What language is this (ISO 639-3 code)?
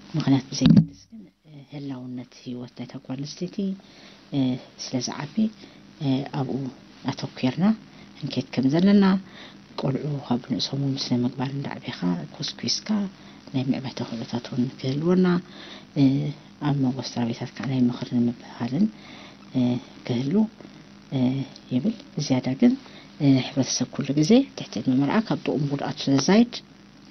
tir